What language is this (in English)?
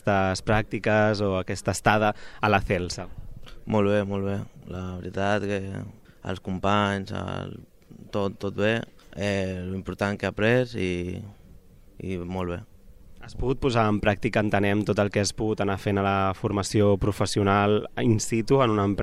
Catalan